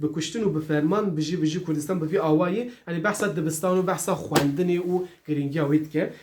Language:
Kurdish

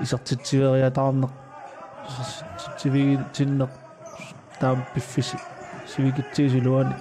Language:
Kalaallisut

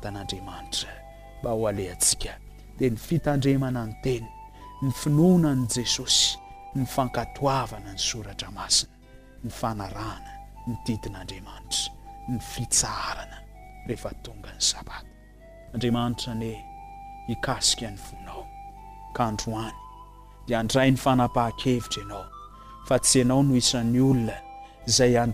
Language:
Malagasy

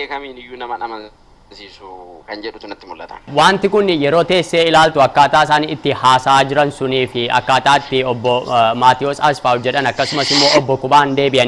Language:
Oromo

